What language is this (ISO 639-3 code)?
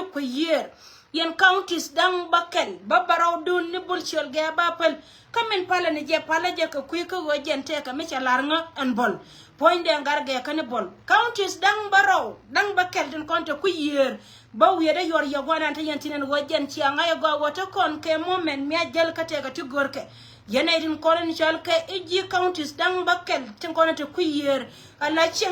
nus